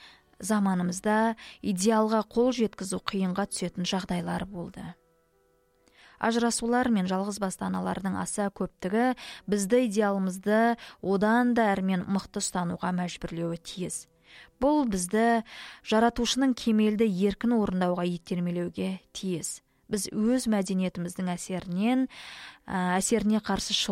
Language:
Kazakh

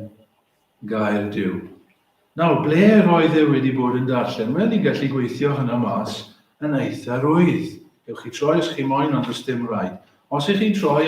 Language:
Welsh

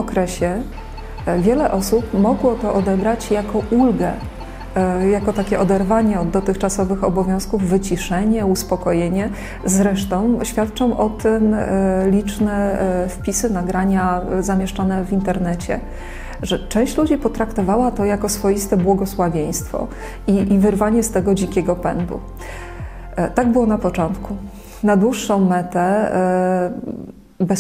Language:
Polish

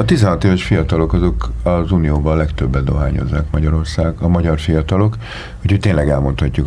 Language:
Hungarian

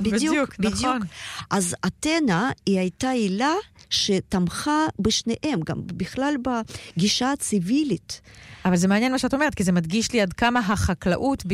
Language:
Hebrew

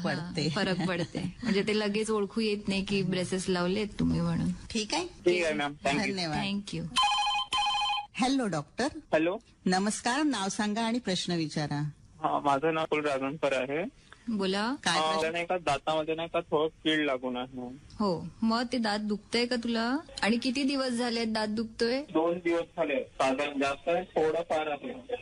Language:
Marathi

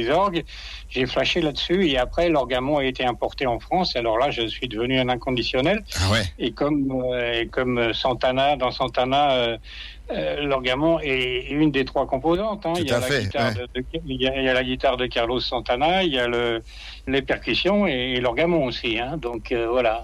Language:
French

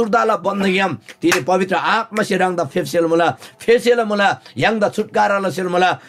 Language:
Eastern Tamang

